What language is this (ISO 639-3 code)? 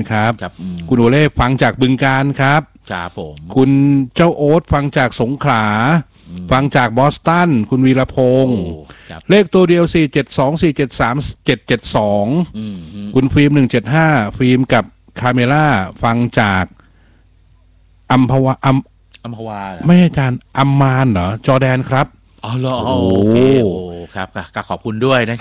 tha